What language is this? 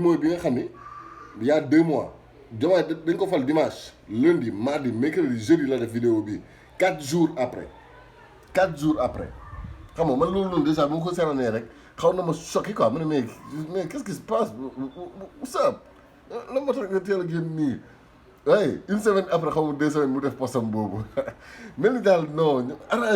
Wolof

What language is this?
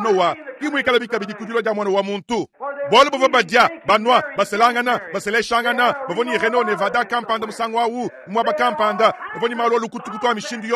Luba-Lulua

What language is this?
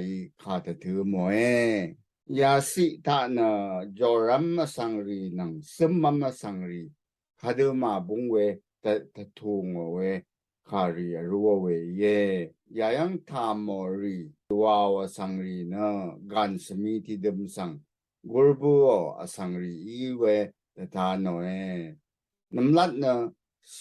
Rawang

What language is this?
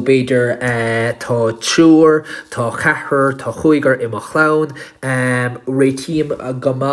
Irish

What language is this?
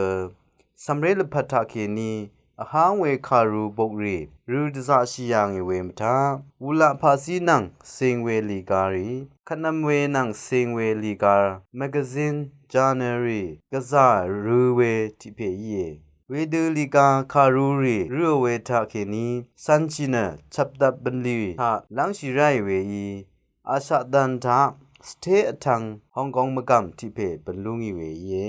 Rawang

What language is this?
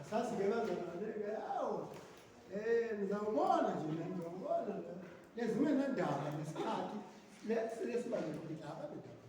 Swati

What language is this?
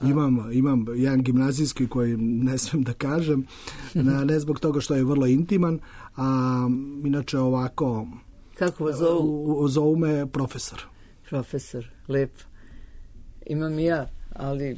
Serbian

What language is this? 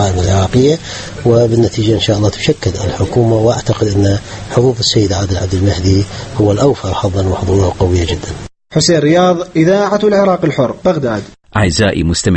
Arabic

